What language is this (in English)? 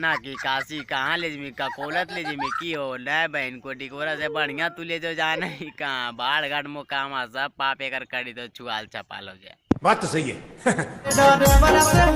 Magahi